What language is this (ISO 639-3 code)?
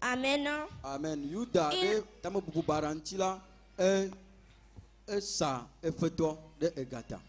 ewe